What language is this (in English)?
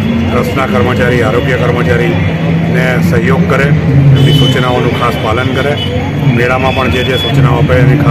Gujarati